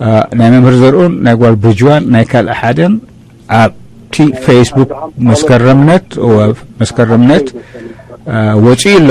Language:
Tigrinya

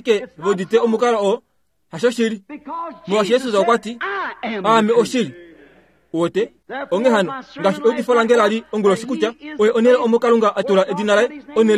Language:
Kuanyama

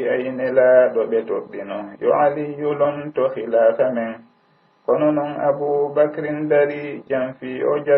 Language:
Pular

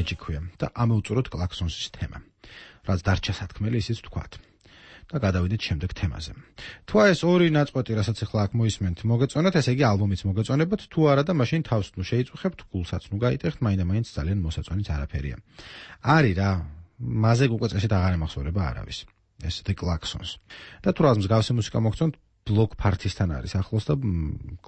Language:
Georgian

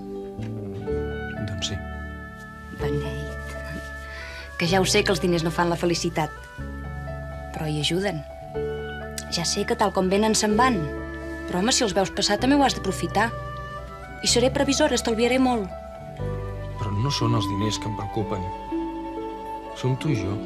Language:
Catalan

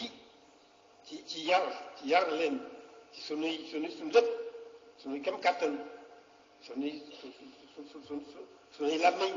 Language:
Wolof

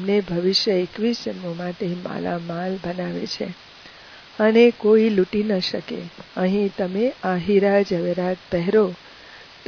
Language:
Gujarati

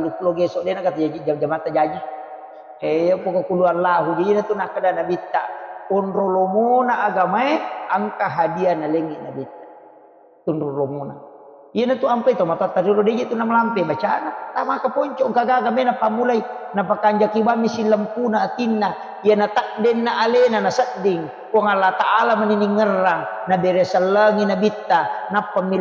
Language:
Buginese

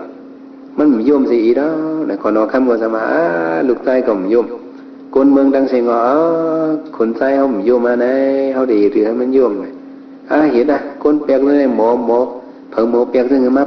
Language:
Shan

